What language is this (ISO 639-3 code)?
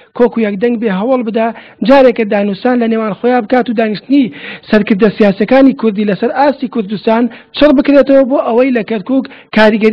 ckb